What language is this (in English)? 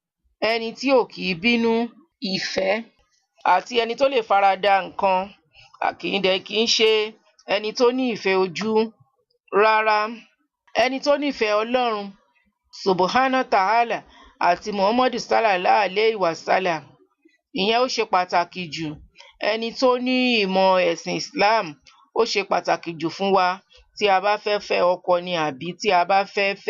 Yoruba